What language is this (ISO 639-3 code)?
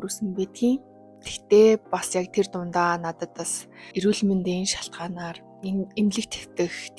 mon